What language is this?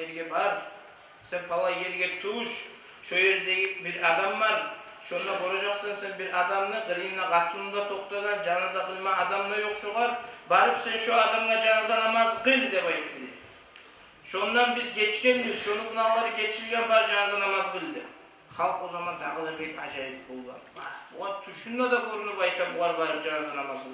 Kumyk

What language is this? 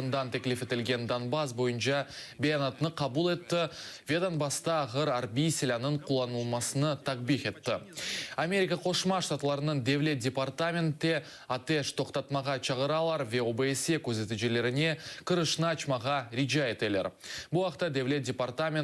Crimean Tatar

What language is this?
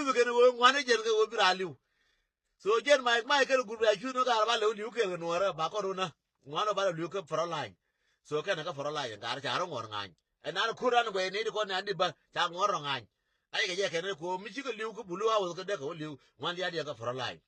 Nuer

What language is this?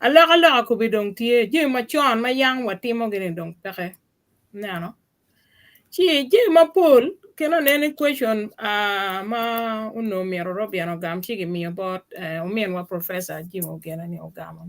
Acoli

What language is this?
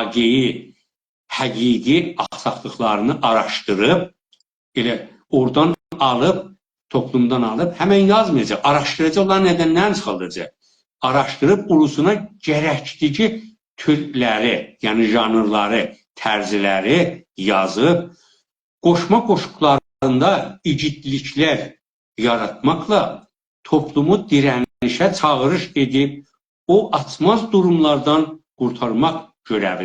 South Azerbaijani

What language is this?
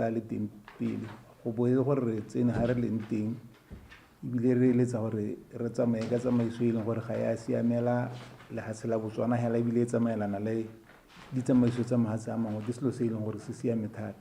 Tswana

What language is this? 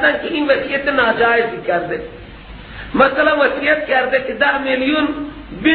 Persian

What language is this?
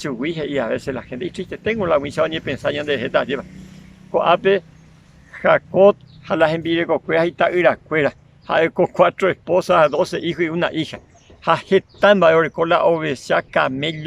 Guarani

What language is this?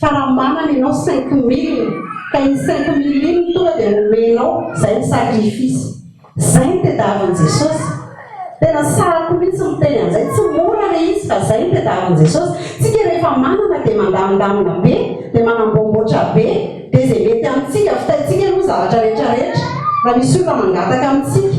Malagasy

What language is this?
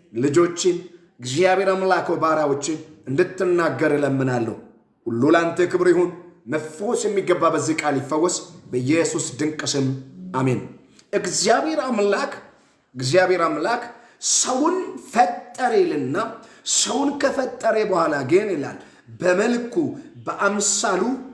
Amharic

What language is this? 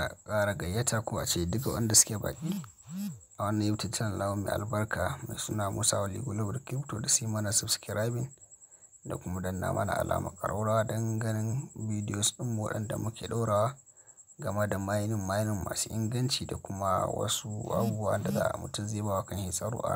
Hausa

